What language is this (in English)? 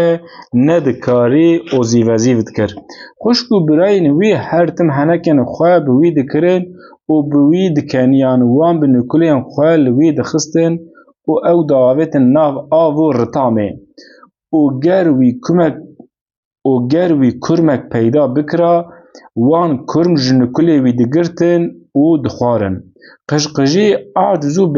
Kurdish